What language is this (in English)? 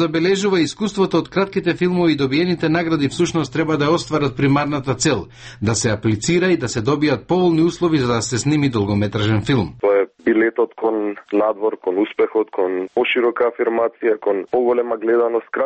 Macedonian